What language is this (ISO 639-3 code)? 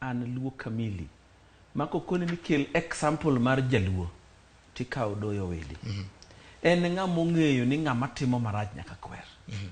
luo